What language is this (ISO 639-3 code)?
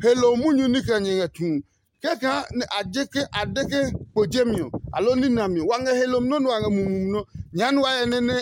ada